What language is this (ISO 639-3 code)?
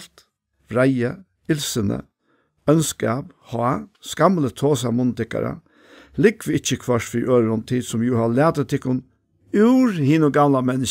fao